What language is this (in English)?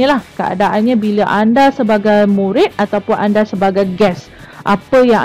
Malay